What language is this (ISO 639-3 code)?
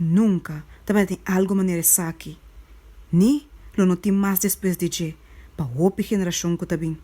pap